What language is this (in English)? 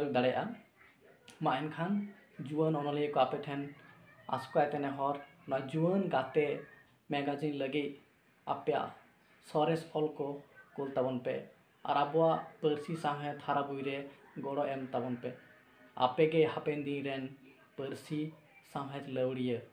Santali